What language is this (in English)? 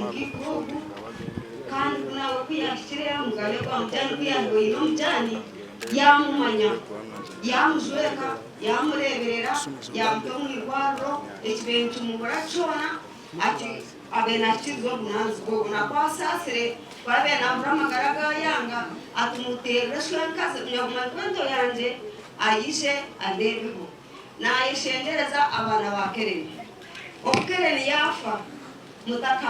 Nyankole